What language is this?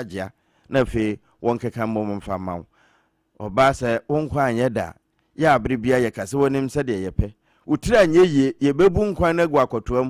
Akan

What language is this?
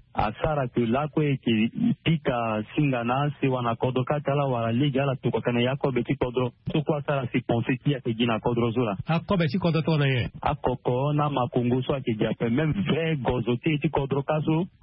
Sango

